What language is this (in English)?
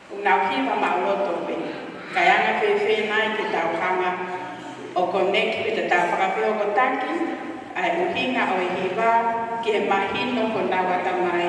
Tongan